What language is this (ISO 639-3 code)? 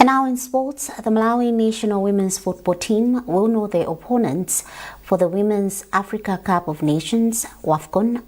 eng